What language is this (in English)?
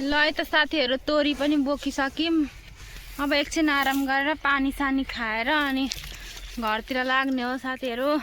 Nepali